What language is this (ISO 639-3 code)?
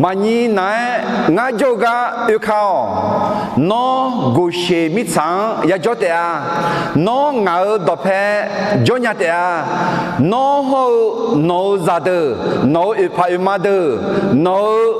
ahk